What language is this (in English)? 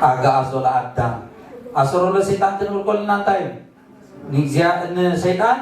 Tigrinya